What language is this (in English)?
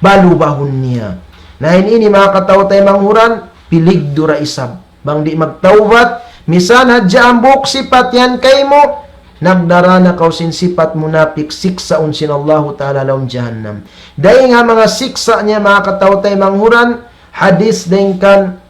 Tausug